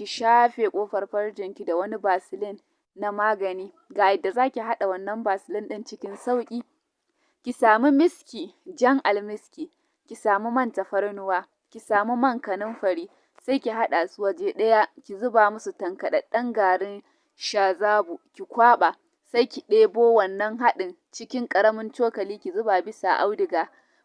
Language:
Hausa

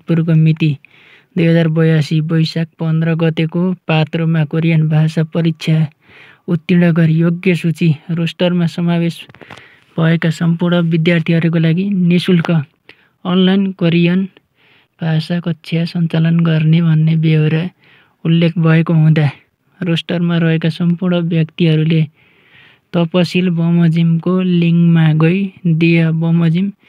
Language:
Nepali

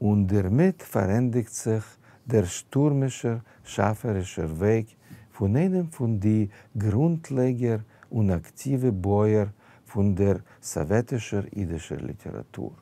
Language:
Yiddish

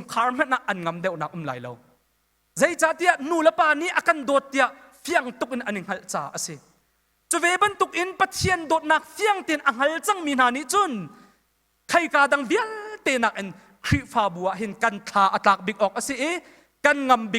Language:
Hakha Chin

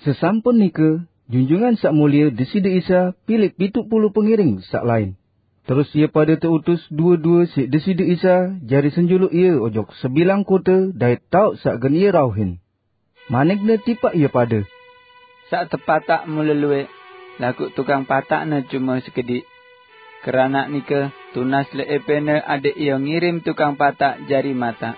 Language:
Sasak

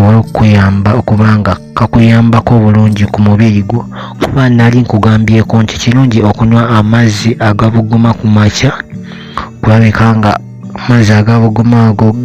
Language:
Ganda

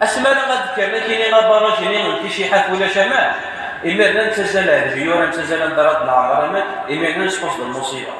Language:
Kabyle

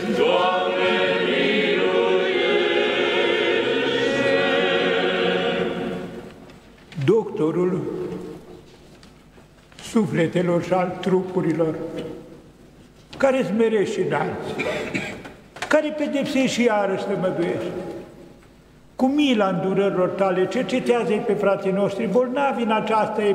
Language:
Romanian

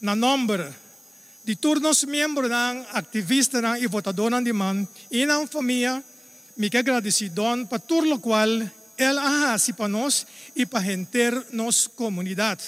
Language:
Papiamento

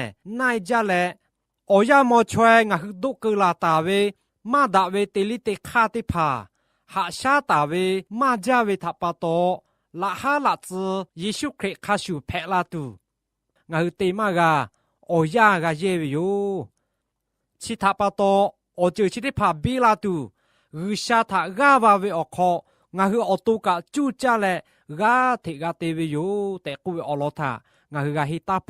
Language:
Lahu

